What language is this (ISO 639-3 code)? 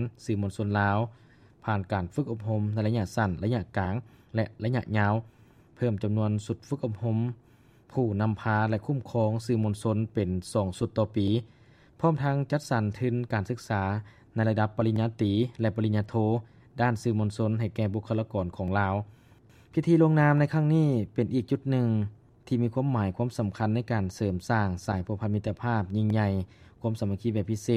lao